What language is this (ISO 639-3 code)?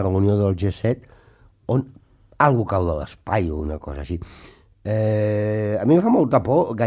cat